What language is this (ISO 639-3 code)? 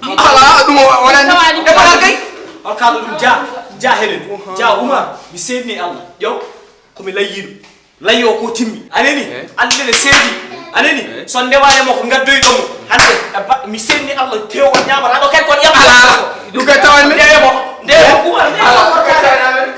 ful